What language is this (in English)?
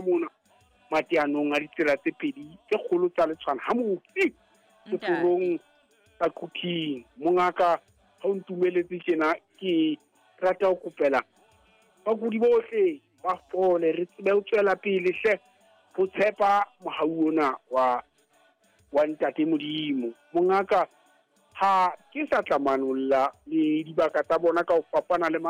Southern Sotho